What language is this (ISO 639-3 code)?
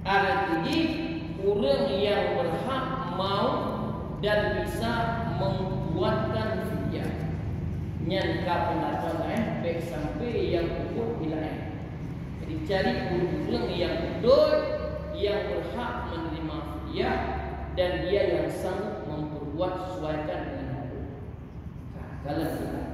ace